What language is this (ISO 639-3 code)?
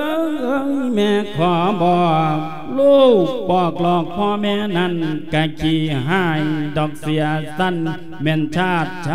lao